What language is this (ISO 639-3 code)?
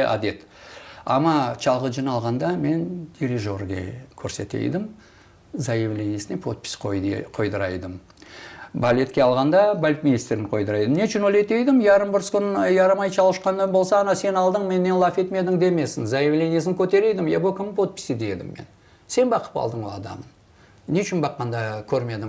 crh